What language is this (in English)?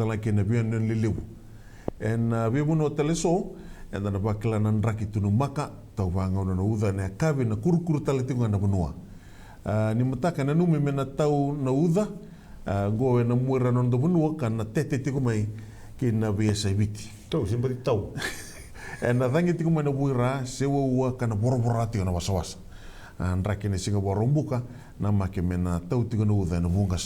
Fijian